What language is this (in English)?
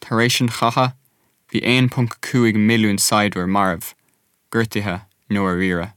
Irish